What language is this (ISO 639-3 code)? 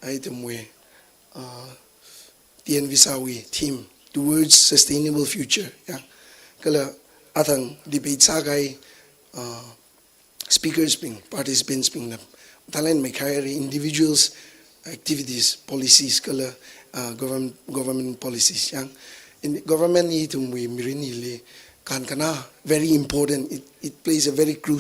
nmf